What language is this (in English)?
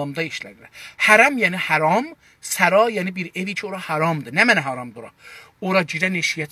South Azerbaijani